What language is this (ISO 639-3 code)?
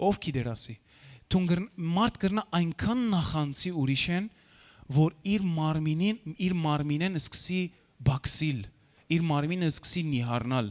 hyw